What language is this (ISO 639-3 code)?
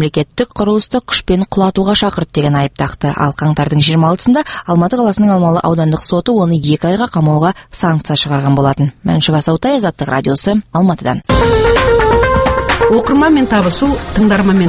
kaz